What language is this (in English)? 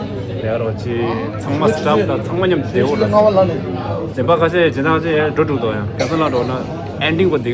Tibetan